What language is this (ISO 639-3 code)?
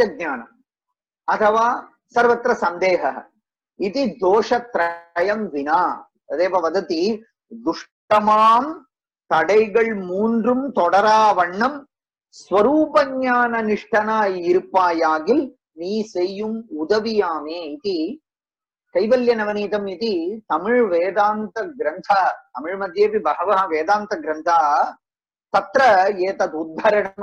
san